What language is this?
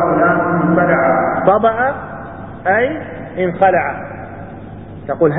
Arabic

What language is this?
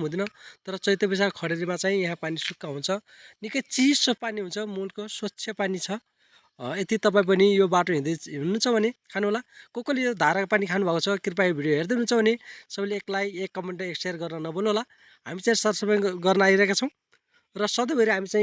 Nepali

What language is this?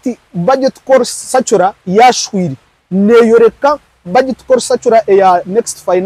Nyankole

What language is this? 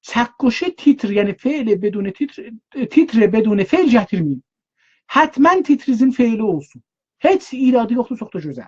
South Azerbaijani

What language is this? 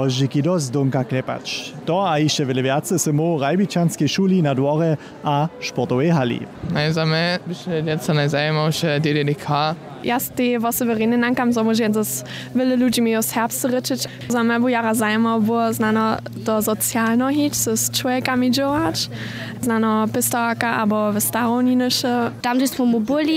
Upper Sorbian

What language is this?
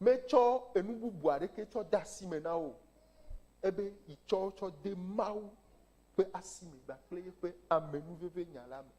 Ewe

